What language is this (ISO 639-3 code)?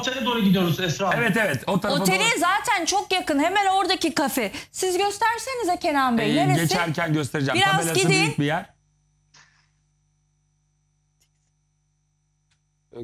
tur